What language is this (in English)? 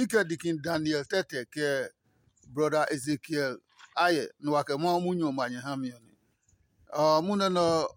Adangme